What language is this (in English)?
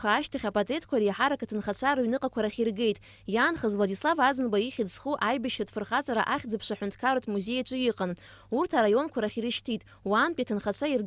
Abkhazian